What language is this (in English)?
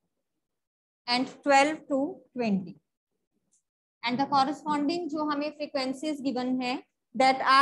Hindi